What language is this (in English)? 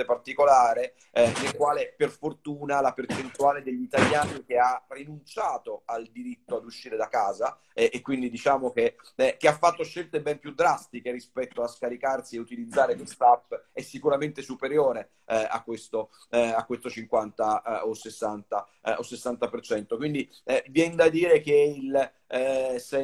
Italian